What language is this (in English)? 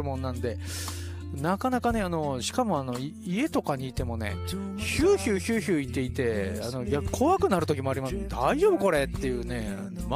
Japanese